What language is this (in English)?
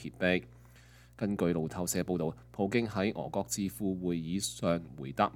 Cantonese